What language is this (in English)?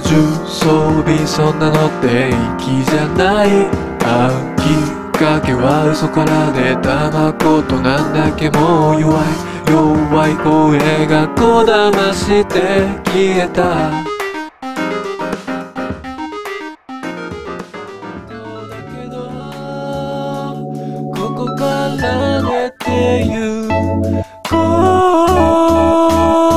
Japanese